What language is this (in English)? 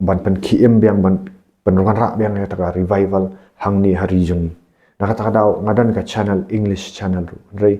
Khasi